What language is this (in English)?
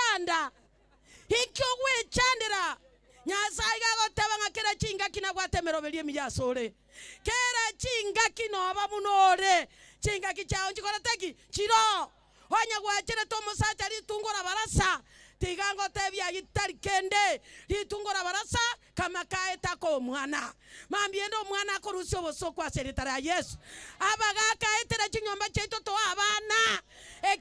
Gusii